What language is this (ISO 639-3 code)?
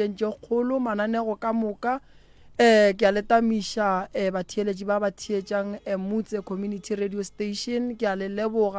nso